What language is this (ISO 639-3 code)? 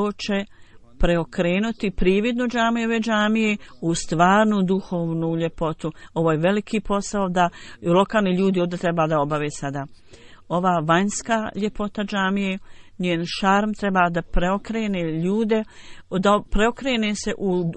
bos